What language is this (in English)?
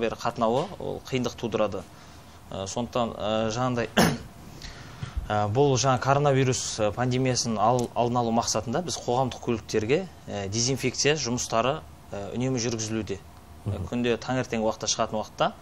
Kazakh